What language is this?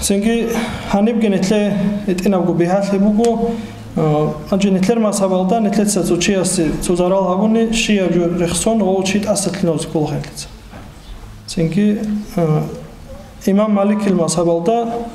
Avaric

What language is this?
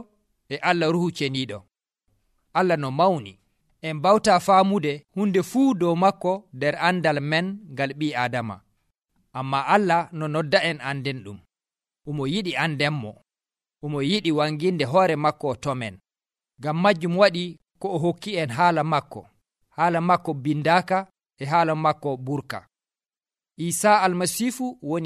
Nigerian Fulfulde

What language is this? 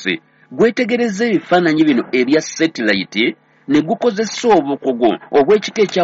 Ganda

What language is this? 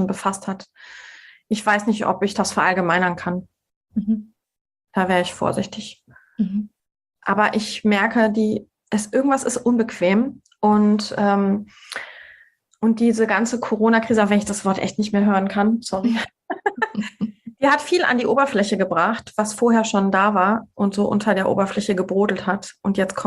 German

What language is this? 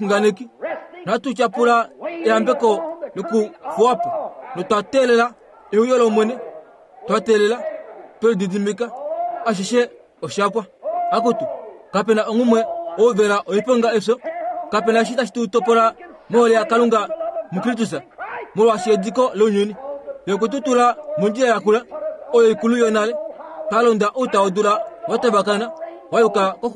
Kuanyama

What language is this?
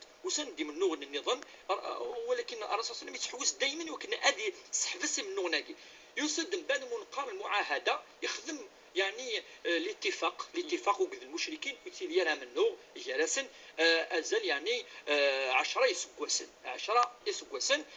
Kabyle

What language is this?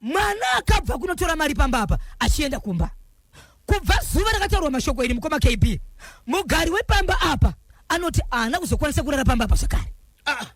Shona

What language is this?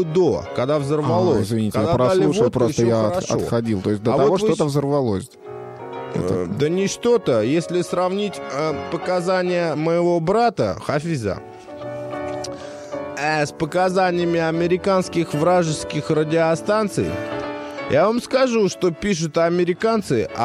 Russian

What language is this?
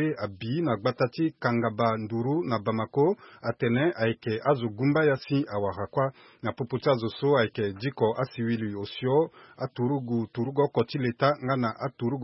Sango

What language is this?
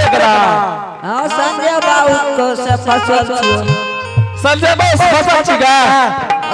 Angika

